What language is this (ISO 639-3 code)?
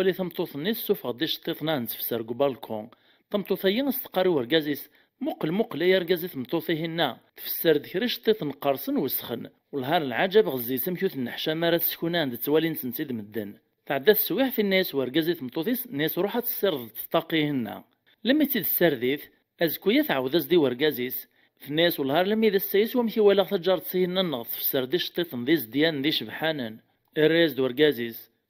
kab